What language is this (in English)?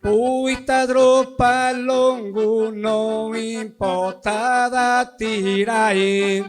Sardinian